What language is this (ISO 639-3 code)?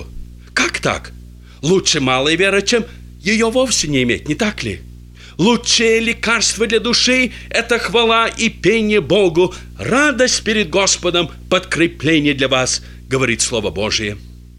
rus